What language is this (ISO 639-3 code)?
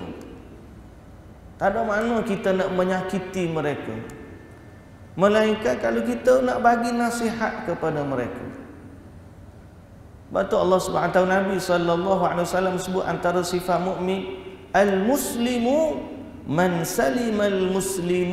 msa